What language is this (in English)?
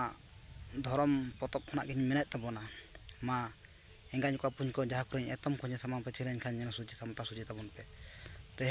Santali